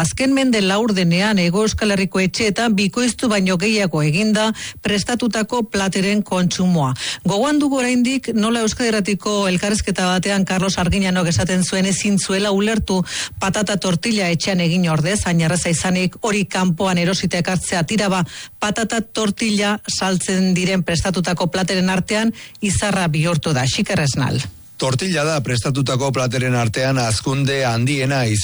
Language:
Basque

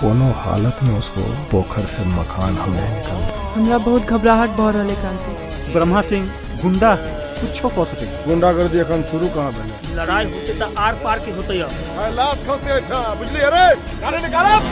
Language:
Maithili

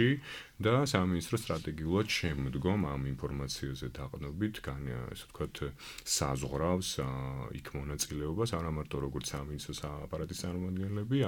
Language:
Georgian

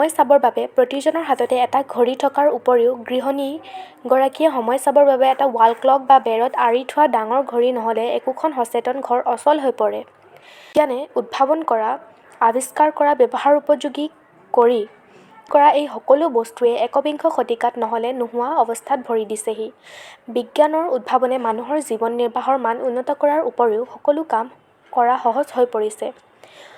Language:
Assamese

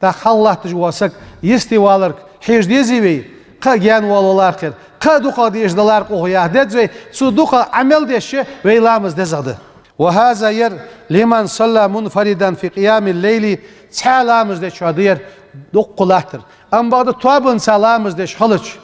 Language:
Ingush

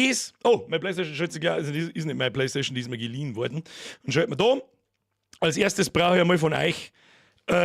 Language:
Bavarian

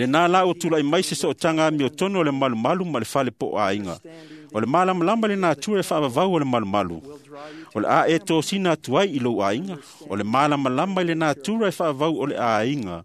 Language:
Samoan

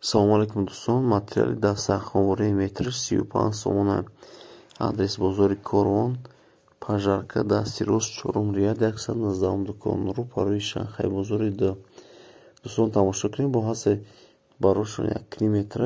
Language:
Tajik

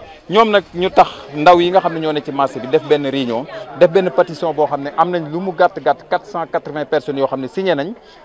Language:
Wolof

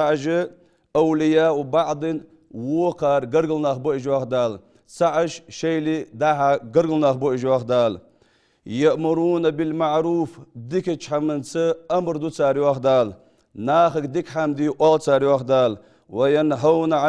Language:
Ingush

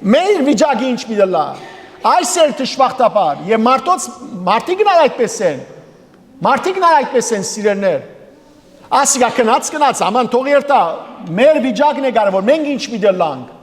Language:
Western Armenian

